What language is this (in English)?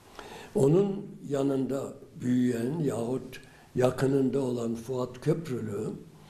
Turkish